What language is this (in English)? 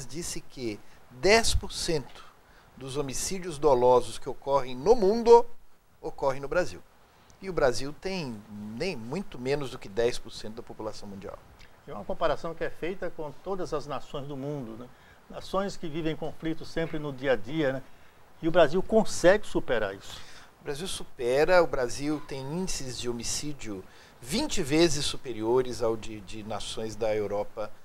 Portuguese